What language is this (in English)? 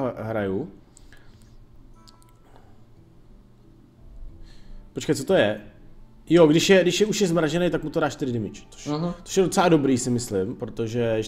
Czech